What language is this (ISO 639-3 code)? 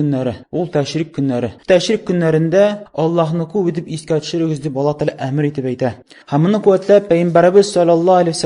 tat